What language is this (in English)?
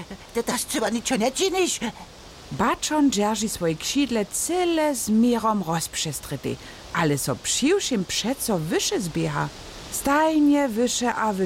Upper Sorbian